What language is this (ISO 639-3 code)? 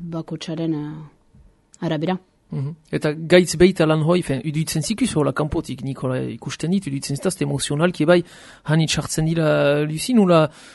eus